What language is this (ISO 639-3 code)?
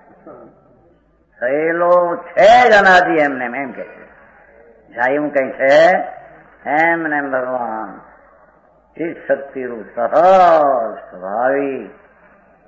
guj